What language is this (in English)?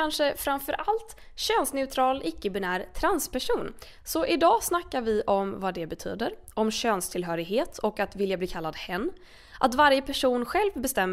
Swedish